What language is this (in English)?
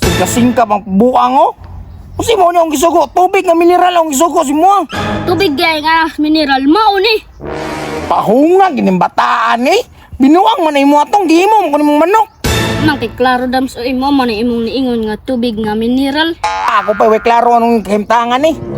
Cebuano